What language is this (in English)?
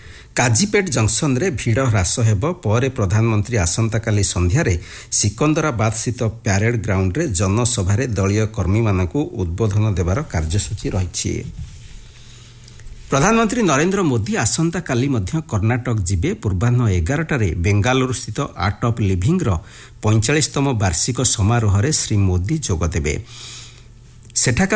Odia